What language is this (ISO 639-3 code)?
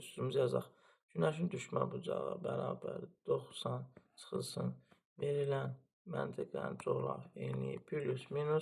aze